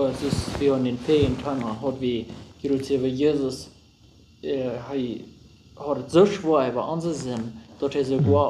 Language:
Plautdietsch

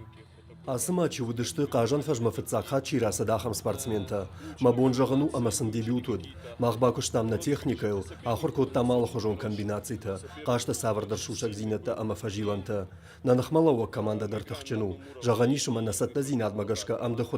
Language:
Ossetic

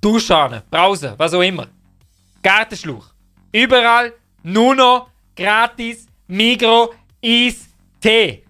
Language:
Swiss German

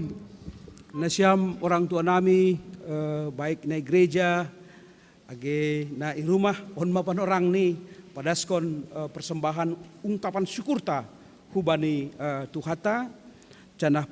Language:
Batak Simalungun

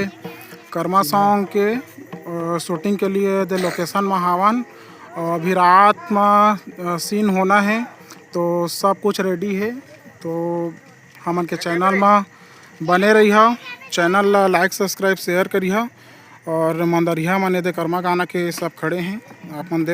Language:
Chhattisgarhi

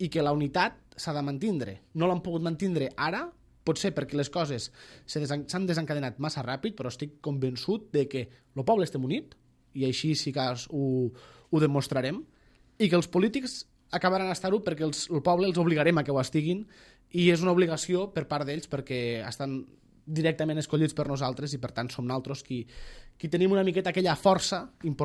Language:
Catalan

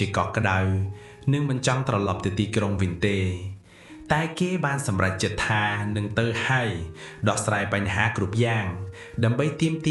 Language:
Khmer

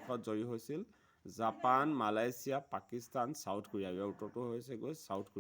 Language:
Assamese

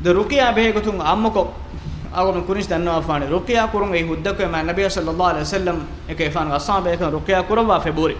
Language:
Divehi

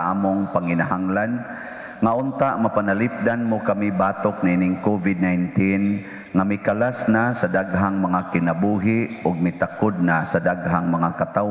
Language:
Cebuano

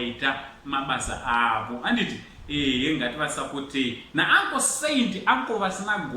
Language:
Shona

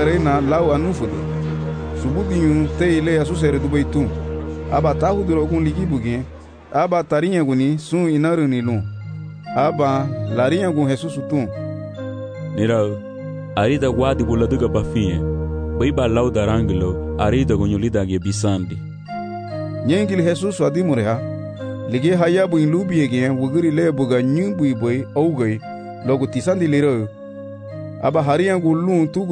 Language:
Garifuna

